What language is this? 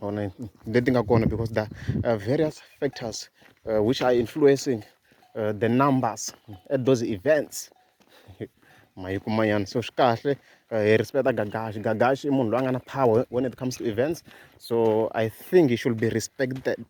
Tsonga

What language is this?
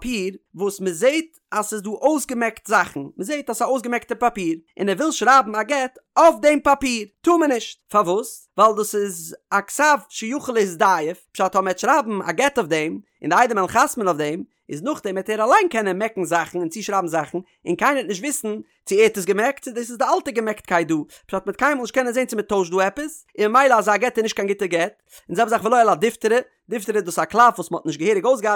Yiddish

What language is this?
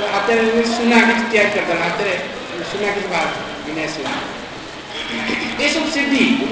Odia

